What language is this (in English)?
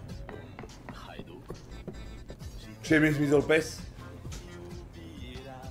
Slovak